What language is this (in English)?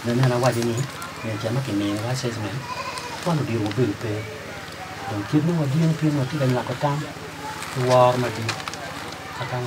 Acoli